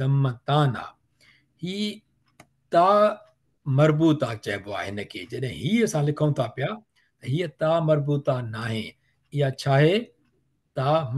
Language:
Sindhi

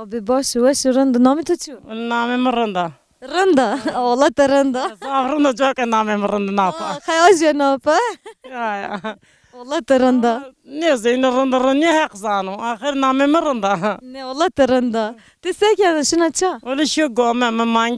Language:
Zaza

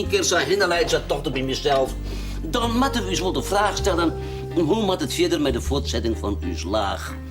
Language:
Western Frisian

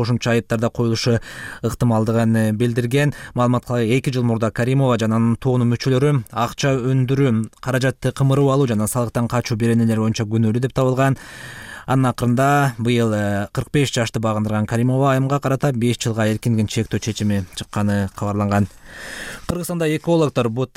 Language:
Kyrgyz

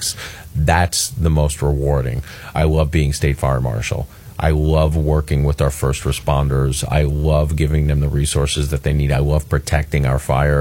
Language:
English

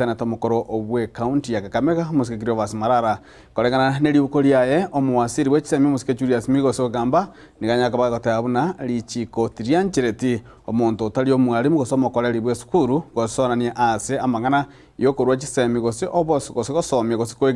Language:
Gusii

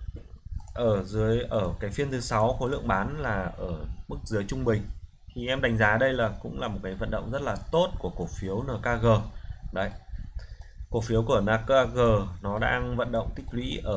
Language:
Vietnamese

